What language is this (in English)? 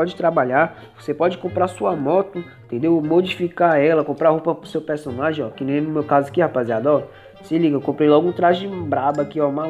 Portuguese